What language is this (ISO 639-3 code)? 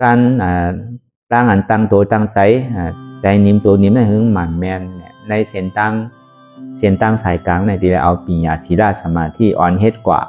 shn